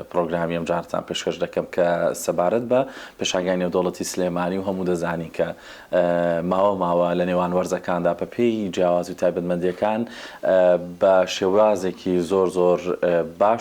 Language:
Central Kurdish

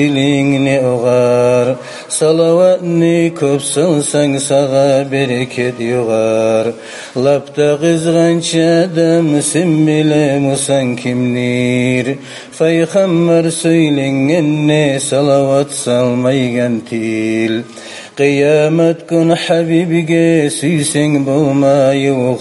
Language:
Kumyk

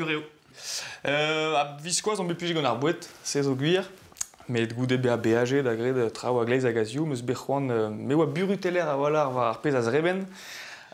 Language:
Breton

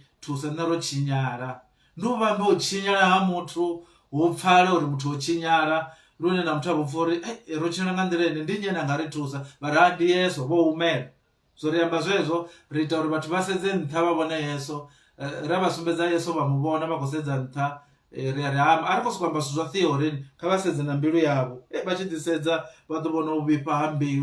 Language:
Venda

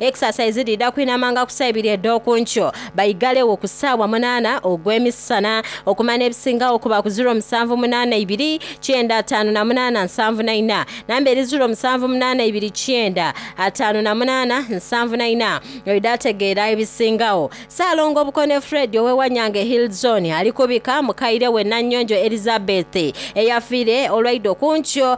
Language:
Soga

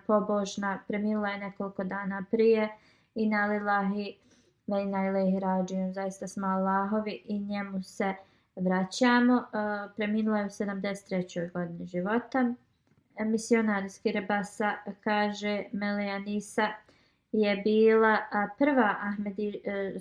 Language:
Bosnian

